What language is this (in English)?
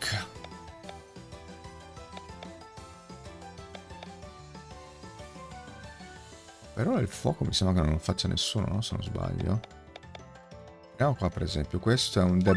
Italian